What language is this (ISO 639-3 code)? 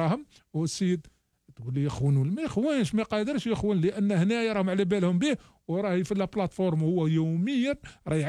arq